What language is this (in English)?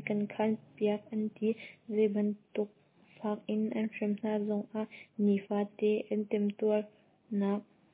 Hakha Chin